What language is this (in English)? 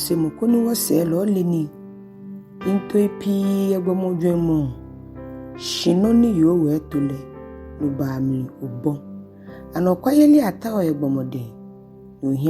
Ga